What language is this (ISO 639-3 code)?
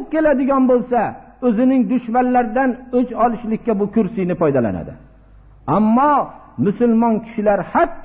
uzb